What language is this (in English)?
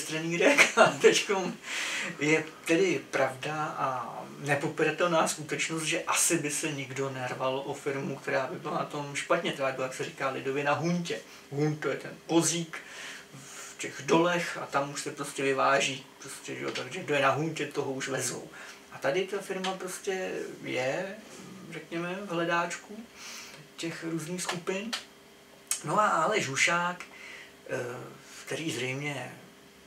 Czech